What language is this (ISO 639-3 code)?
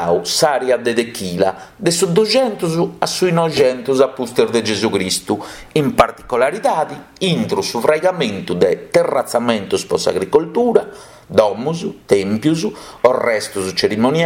srd